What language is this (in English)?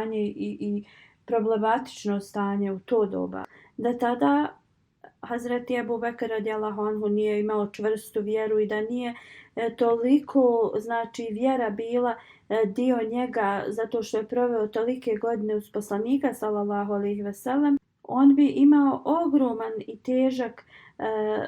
Bosnian